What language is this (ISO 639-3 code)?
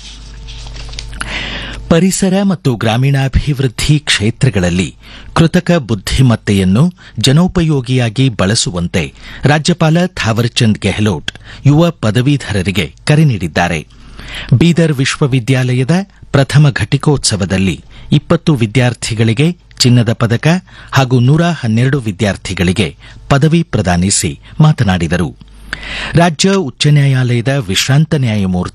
kan